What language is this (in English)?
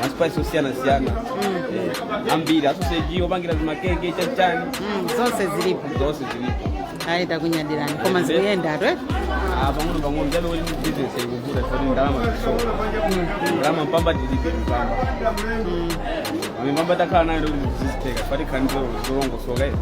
Nyanja